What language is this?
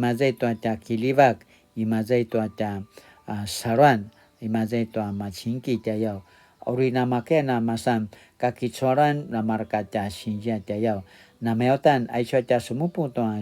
Paiwan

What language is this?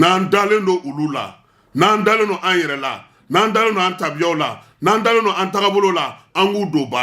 Bambara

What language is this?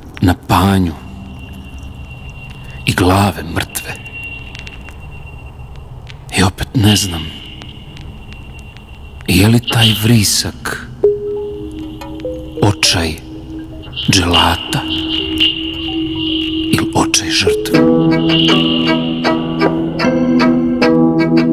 Serbian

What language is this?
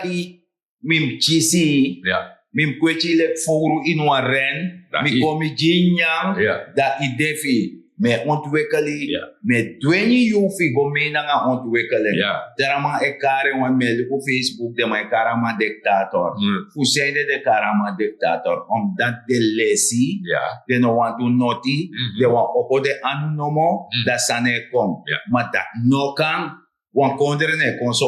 Sranan Tongo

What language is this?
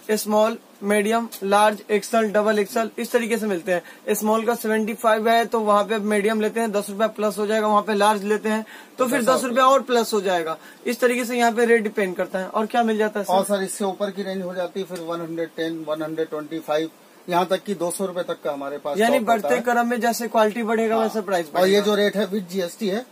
Hindi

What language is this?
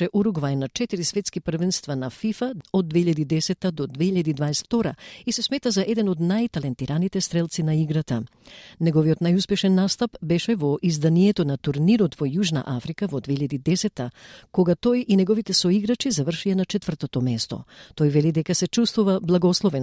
Macedonian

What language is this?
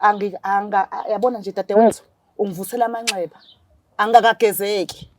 Zulu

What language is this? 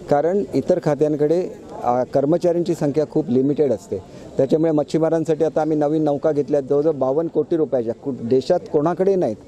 Marathi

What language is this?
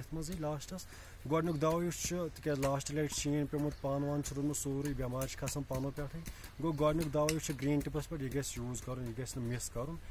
Kashmiri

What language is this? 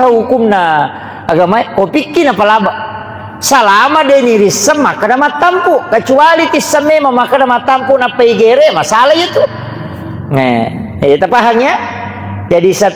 Buginese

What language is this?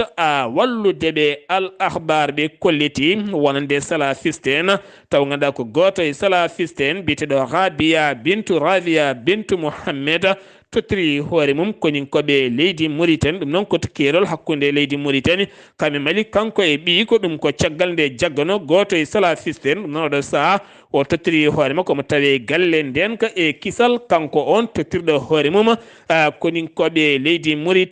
Fula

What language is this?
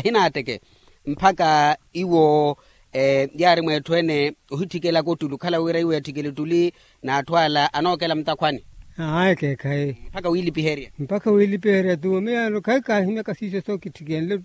Makhuwa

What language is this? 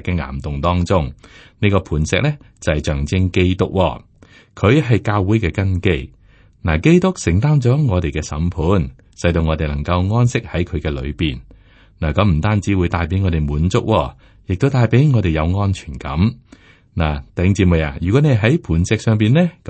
Cantonese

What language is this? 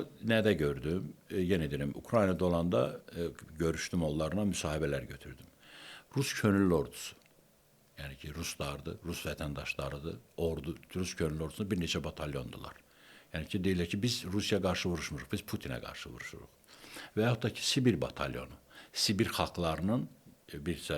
Azerbaijani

